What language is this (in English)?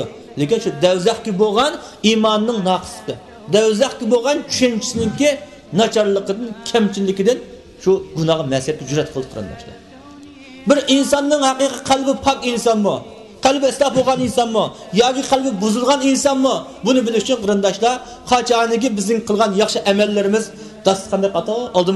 Uyghur